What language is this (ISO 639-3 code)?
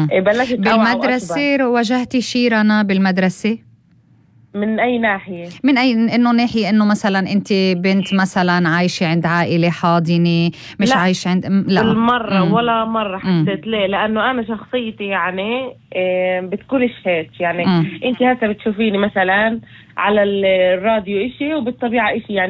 apc